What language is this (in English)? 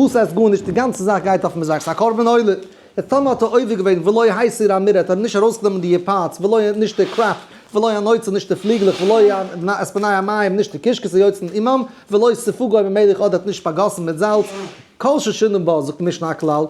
Yiddish